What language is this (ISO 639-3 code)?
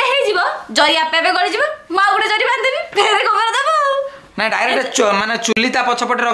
ori